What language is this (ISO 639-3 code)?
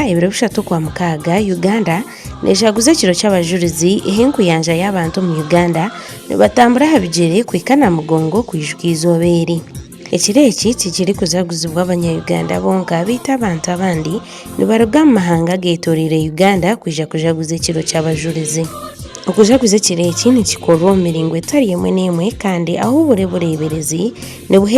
nyn